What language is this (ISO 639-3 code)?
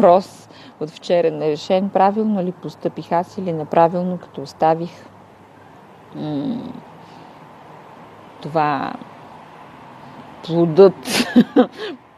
bul